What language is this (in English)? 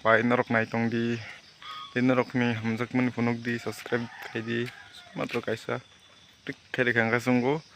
Kok Borok